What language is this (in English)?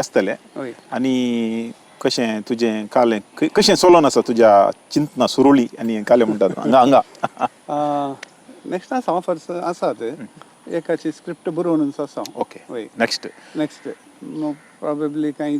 Konkani